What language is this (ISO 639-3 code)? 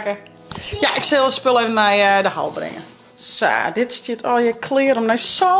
fry